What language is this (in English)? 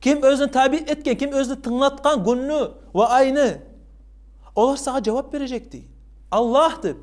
Kumyk